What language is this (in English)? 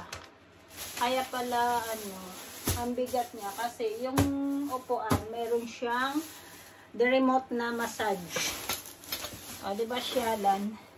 Filipino